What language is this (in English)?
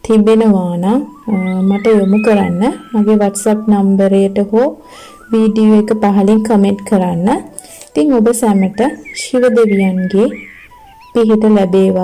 Sinhala